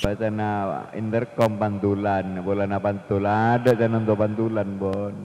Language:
Madurese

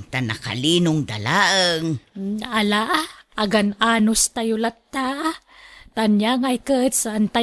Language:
Iloko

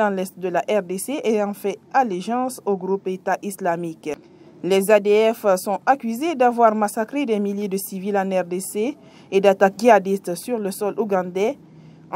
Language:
French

